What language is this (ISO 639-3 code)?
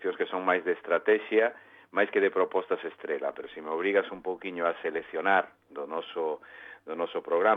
glg